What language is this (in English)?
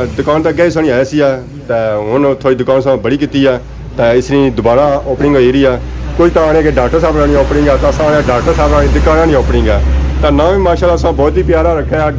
Pahari-Potwari